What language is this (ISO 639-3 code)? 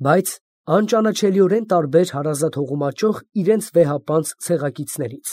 hye